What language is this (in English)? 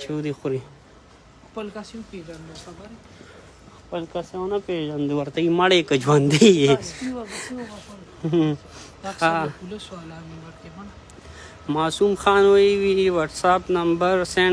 Pashto